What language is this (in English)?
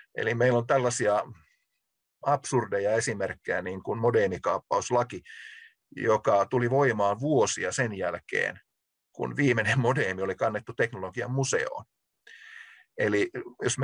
Finnish